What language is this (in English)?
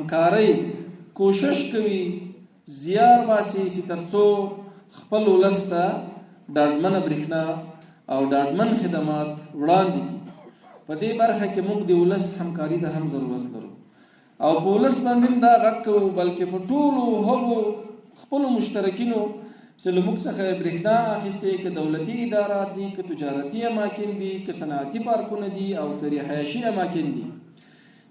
Pashto